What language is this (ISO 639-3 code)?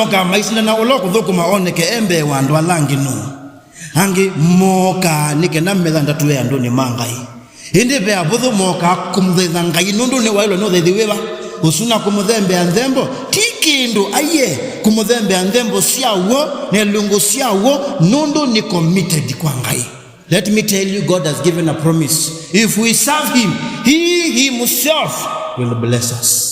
kam